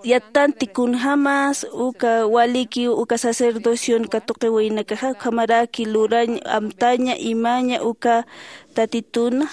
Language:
Aymara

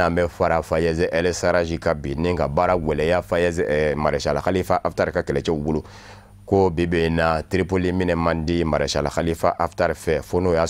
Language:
Bambara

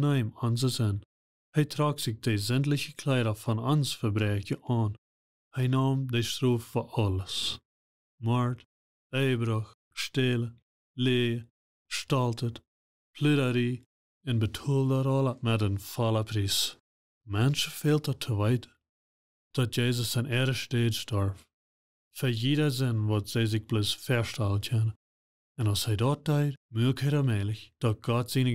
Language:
Plautdietsch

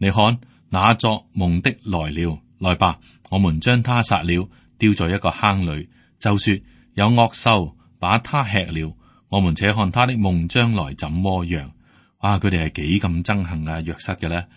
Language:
Cantonese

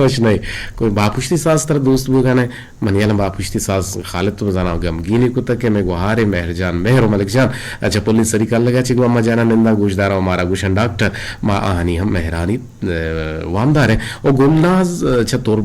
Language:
Eastern Balochi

